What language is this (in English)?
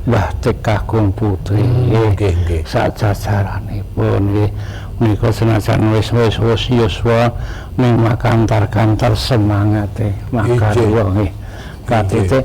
Javanese